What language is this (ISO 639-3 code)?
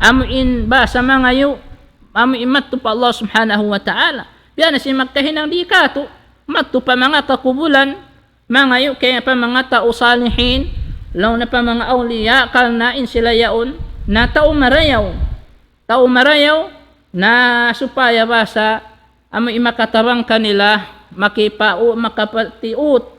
tsg